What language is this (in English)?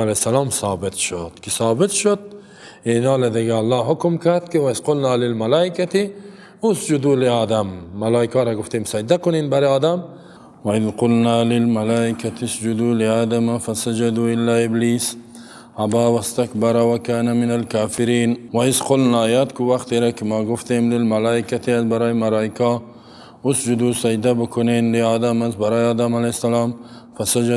Persian